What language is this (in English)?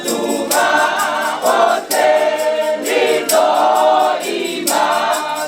Venda